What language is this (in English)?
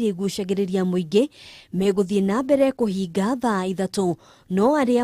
Kikuyu